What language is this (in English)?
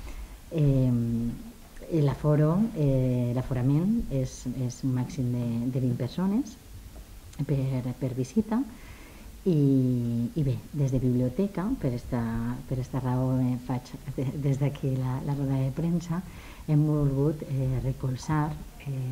Catalan